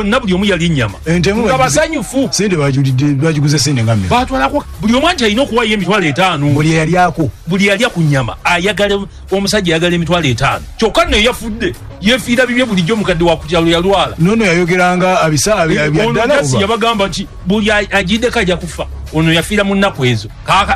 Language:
Ganda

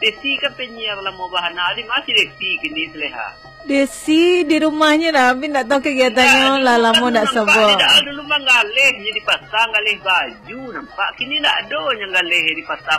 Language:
Minangkabau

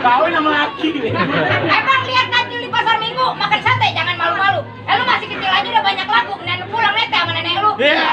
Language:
Betawi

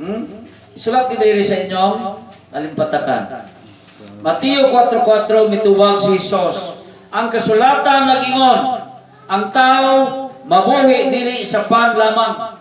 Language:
Cebuano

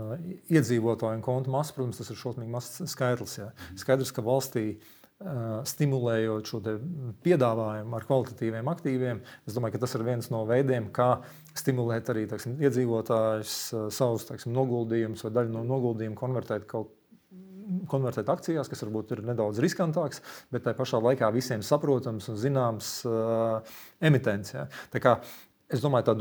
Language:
Latvian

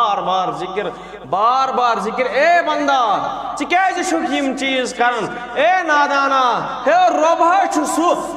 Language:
Kashmiri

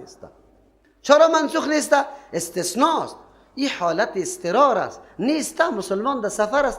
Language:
Persian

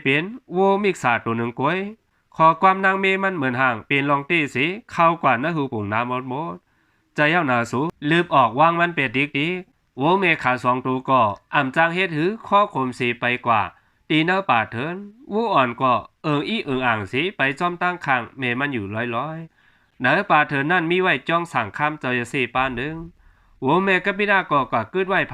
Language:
Shan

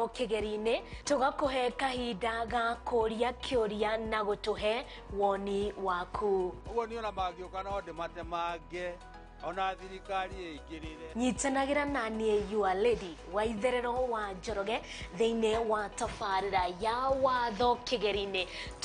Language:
Kikuyu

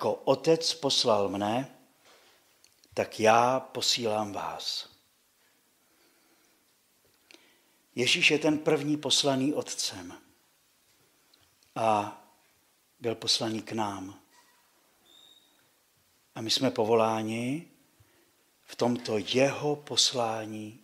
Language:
Czech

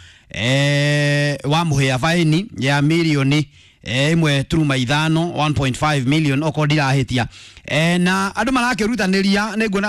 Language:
Kikuyu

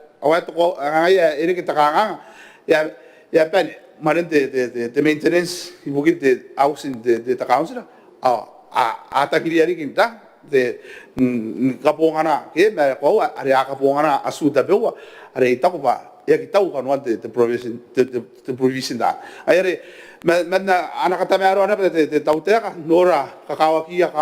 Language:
Gilbertese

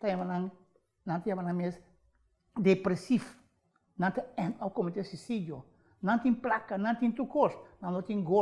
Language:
Papiamento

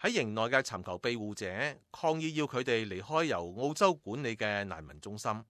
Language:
Cantonese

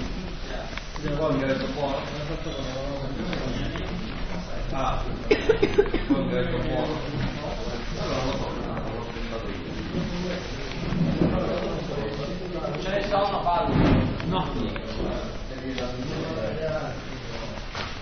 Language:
Italian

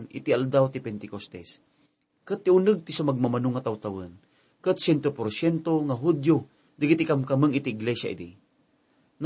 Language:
Iloko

